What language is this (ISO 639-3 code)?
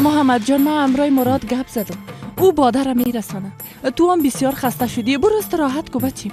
fas